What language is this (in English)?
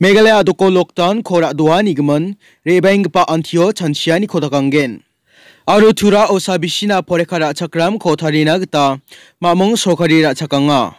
Garo